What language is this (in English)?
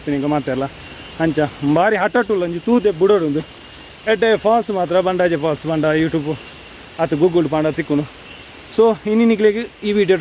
Tulu